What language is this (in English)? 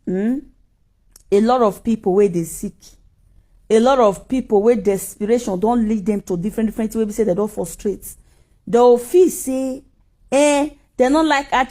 Nigerian Pidgin